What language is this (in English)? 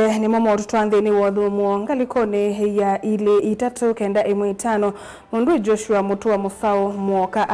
Kamba